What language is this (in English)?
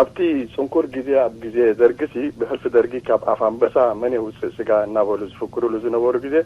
Tigrinya